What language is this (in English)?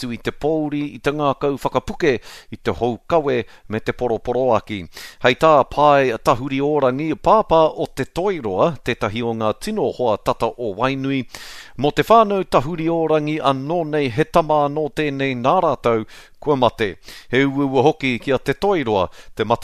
Māori